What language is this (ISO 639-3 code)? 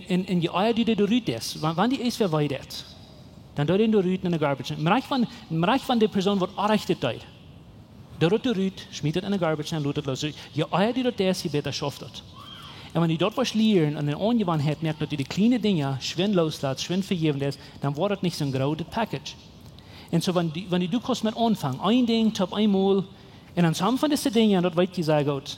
pdt